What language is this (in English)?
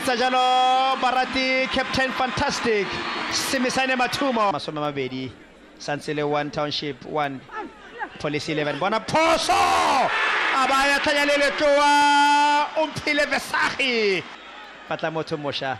Tswana